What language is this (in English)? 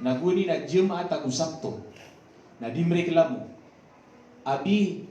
Maranao